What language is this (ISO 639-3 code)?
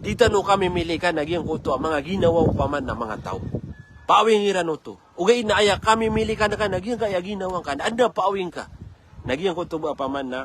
mrw